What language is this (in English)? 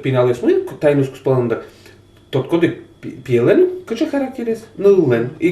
Udmurt